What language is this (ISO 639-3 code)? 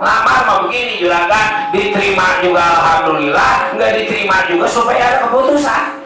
bew